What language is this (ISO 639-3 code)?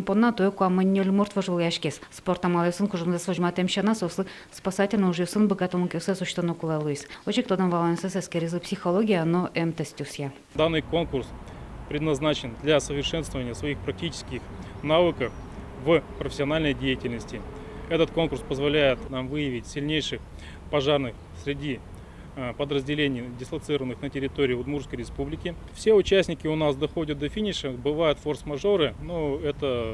udm